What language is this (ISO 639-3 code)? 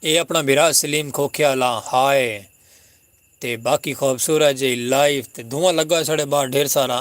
skr